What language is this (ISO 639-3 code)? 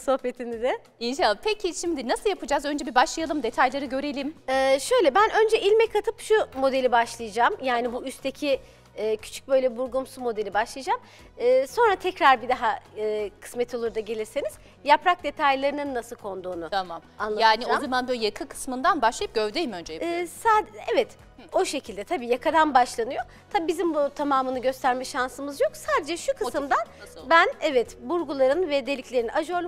tur